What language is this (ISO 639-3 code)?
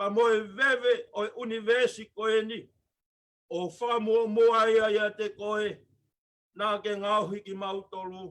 ton